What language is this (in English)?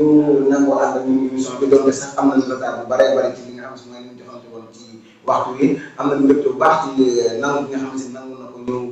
Wolof